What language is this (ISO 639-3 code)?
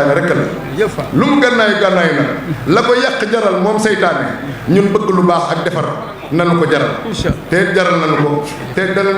wol